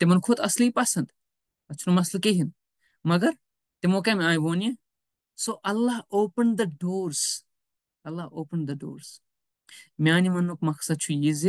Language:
Kashmiri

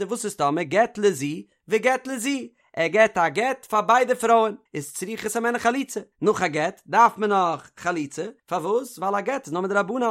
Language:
Yiddish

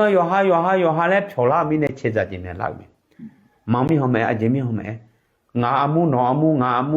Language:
Akha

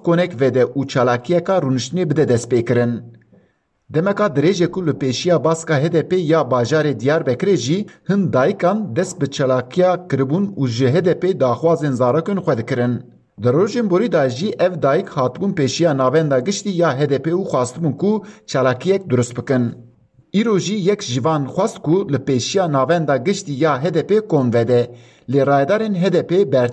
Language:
Kurdish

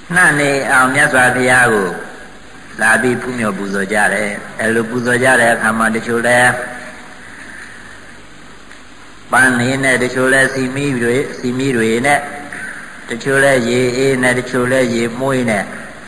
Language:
Burmese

